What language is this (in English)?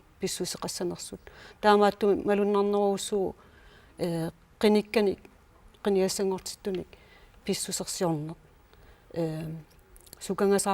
Kalaallisut